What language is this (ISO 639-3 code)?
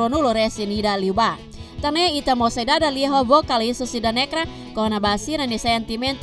tet